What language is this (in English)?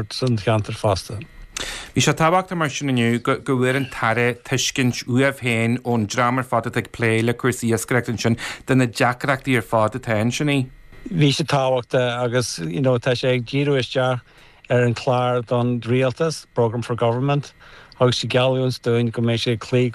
Irish